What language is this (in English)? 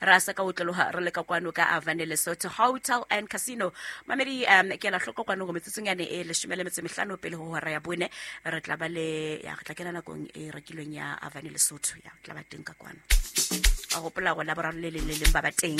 Southern Sotho